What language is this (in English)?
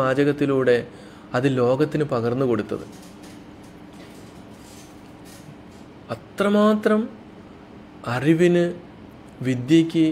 Malayalam